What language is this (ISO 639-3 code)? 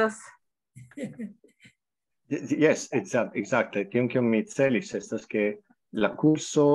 epo